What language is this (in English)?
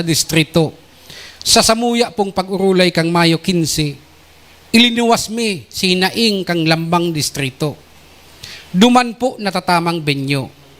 Bikol